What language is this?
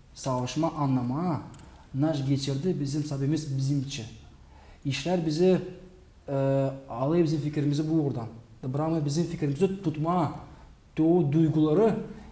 Gagauz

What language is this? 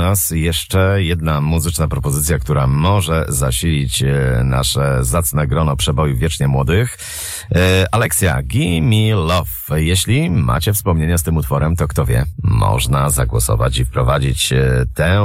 Polish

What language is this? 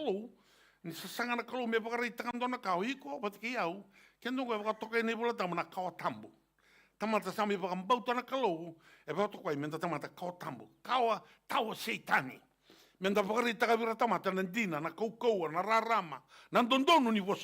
Fijian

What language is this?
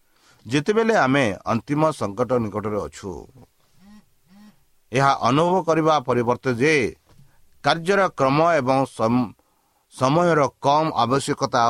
Odia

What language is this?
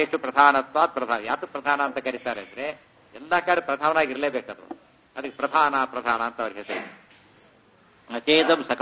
Kannada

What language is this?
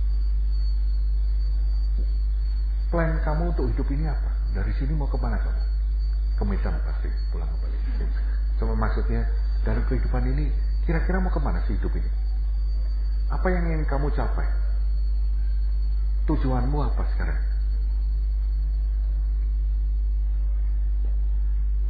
Indonesian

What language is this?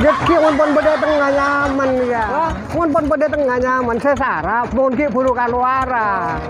Madurese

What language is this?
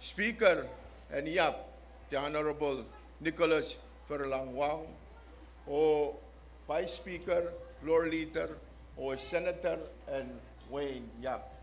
Pohnpeian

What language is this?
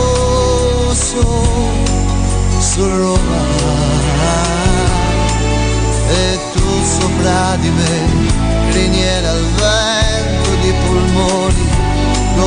Italian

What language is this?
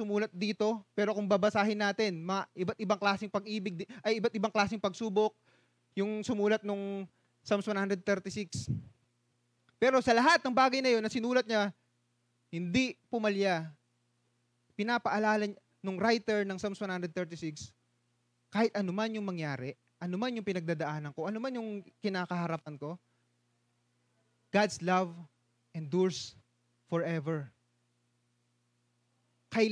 Filipino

